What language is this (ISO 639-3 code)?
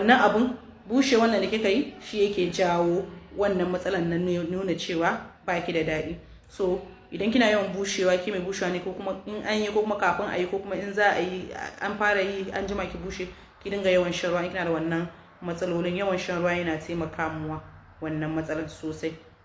hau